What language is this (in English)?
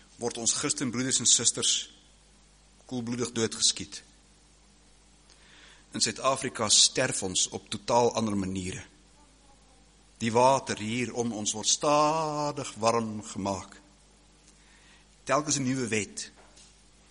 Afrikaans